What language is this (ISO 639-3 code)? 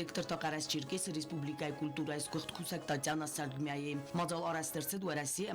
oss